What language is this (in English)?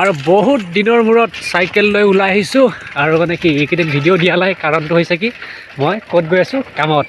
Assamese